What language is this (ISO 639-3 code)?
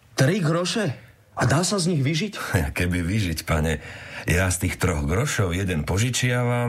slk